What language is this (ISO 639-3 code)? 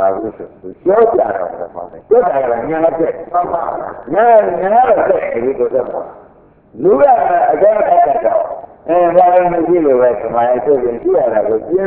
mya